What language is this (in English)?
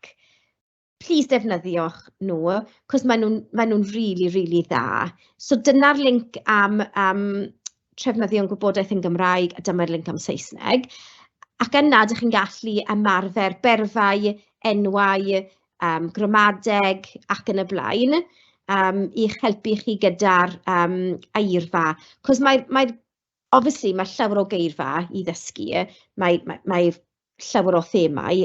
Welsh